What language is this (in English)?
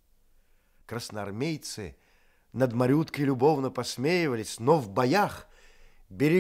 Russian